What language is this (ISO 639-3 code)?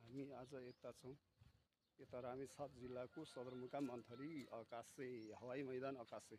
nep